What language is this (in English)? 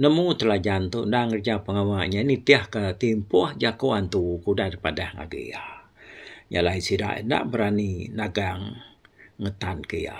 Iban